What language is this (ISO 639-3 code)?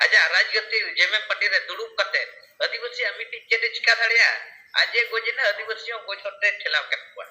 sat